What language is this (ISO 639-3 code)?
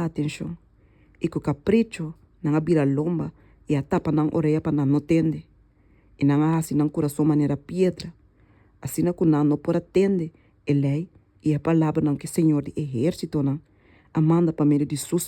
pap